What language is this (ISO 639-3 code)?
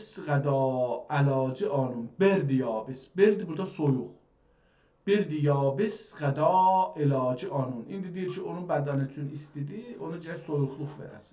azb